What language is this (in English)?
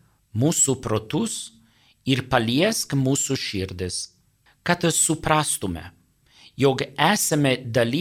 Lithuanian